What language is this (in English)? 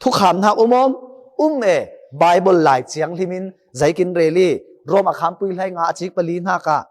Falam Chin